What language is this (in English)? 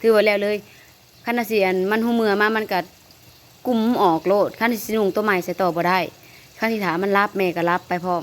Northeastern Thai